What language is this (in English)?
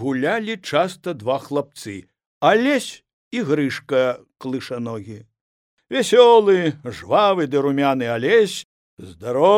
Belarusian